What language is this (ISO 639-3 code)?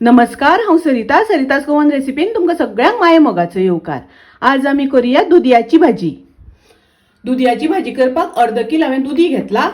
kok